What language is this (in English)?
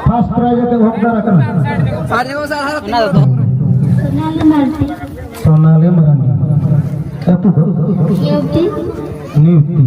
Santali